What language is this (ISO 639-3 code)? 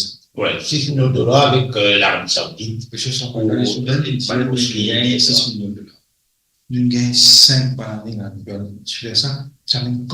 mfe